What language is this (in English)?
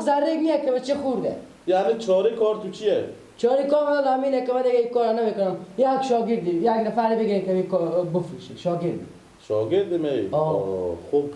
Persian